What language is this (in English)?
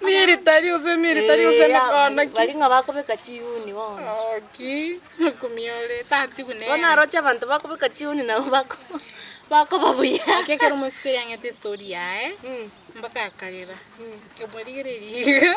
Gusii